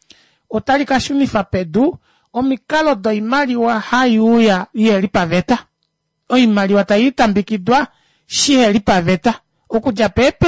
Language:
Kuanyama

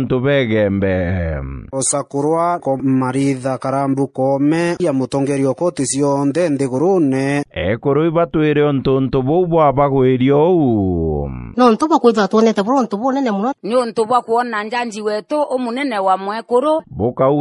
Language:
Meru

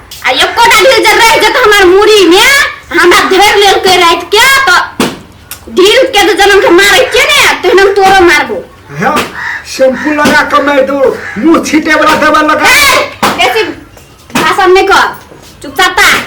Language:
Maithili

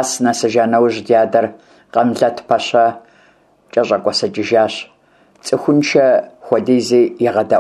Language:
Kabardian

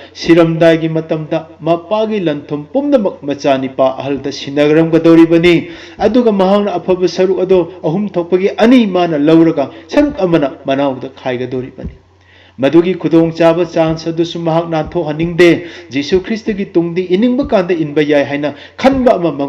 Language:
Manipuri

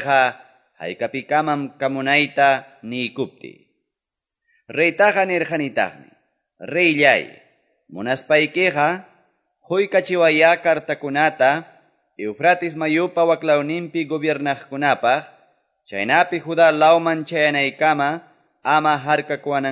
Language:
Quechua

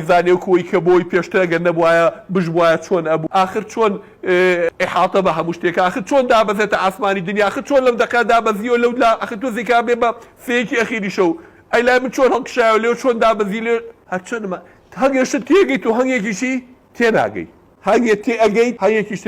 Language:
Central Kurdish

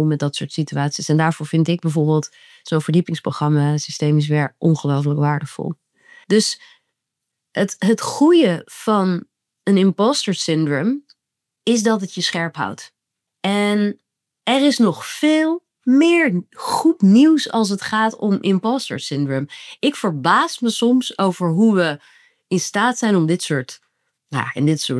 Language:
Dutch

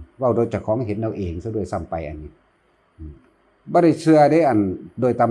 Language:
Northeastern Thai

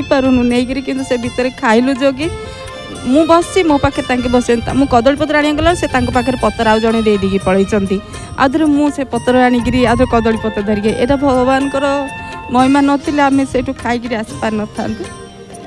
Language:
Odia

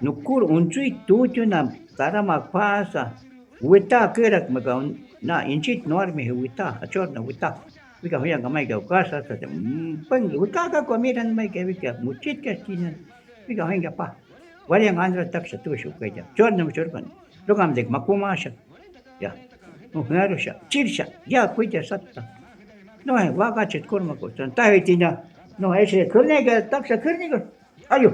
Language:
Shuar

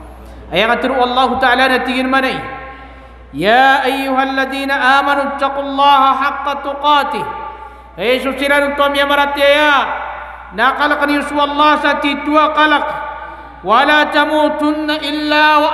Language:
Maranao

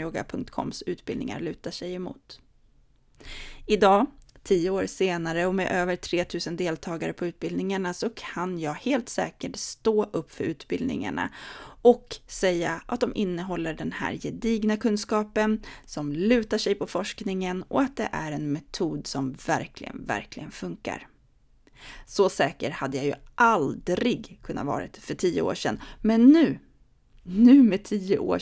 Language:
Swedish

